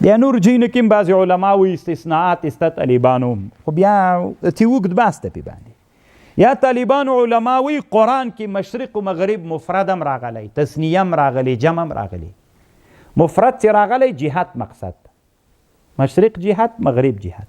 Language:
Pashto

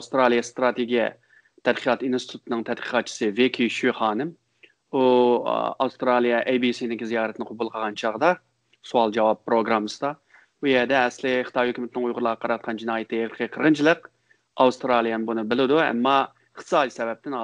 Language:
Uyghur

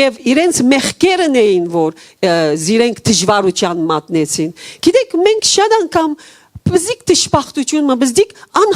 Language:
Western Armenian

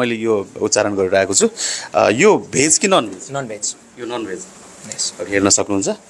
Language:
Nepali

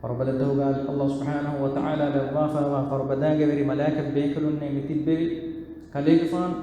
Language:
Divehi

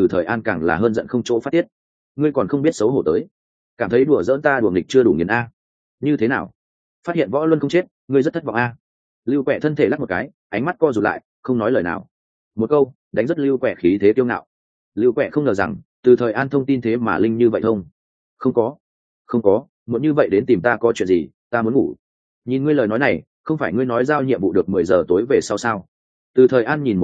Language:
Vietnamese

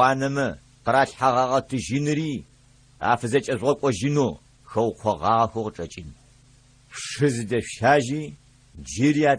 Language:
Adyghe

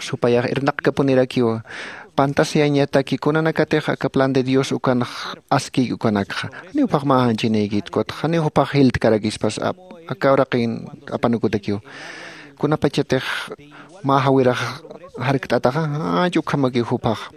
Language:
Aymara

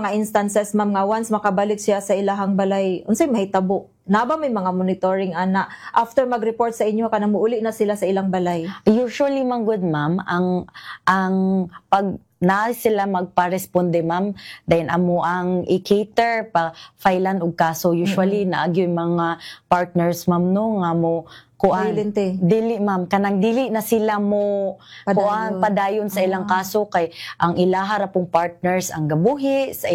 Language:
Cebuano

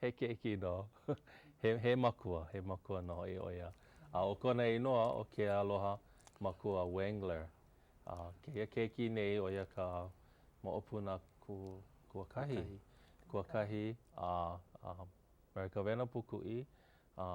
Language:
Hawaiian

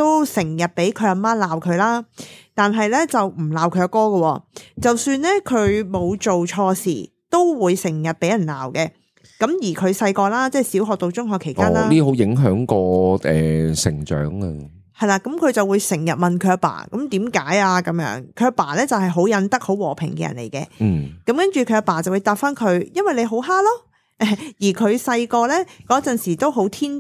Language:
Cantonese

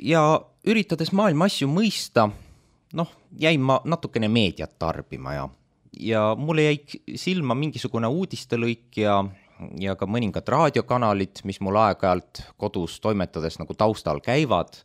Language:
Estonian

